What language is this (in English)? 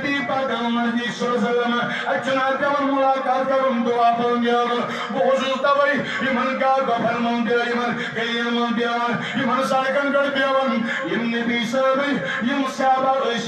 Kashmiri